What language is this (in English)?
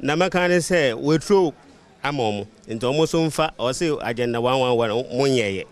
Akan